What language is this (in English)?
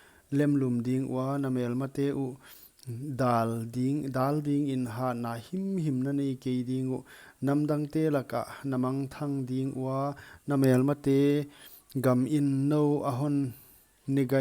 Paite Chin